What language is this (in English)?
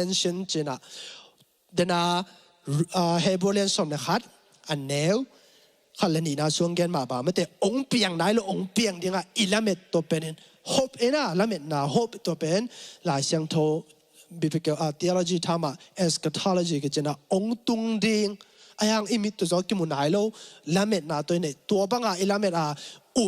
Tedim Chin